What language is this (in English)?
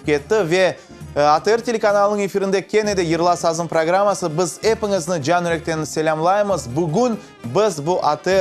Crimean Tatar